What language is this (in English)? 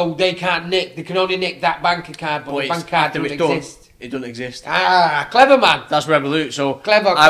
English